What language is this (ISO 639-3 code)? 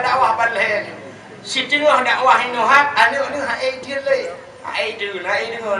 ace